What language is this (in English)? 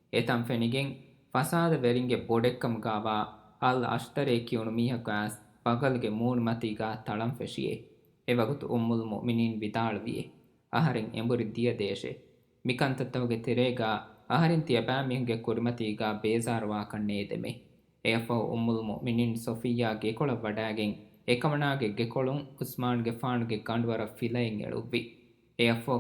Divehi